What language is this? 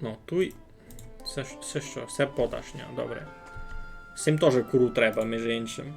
Rusyn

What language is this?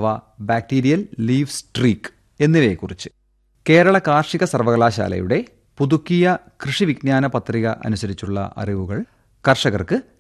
Malayalam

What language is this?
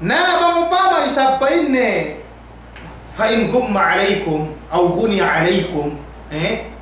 Yakan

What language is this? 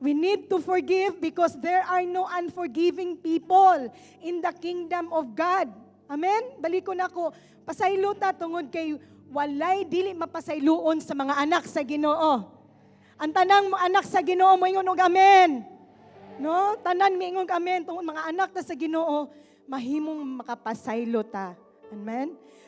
Cebuano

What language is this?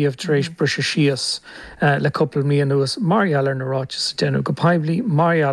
Irish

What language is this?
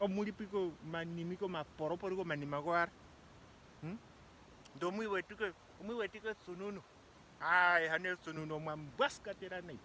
Ndonga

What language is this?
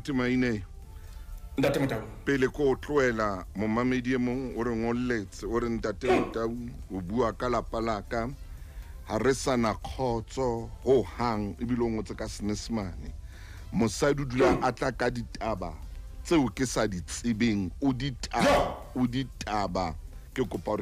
Southern Sotho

